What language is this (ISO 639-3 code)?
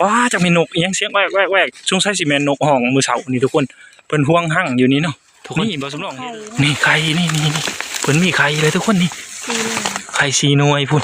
tts